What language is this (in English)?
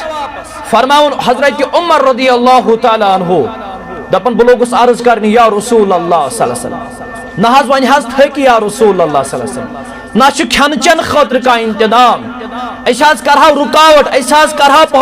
Kashmiri